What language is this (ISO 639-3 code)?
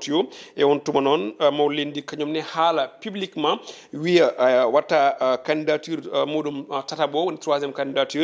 ful